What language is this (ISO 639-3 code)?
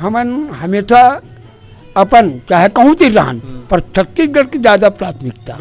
hne